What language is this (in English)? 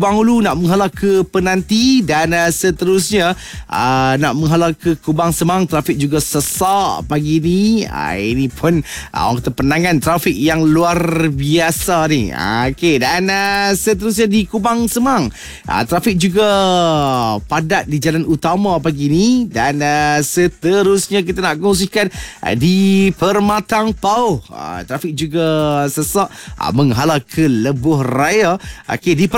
Malay